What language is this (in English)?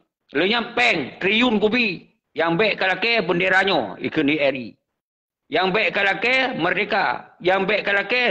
Achinese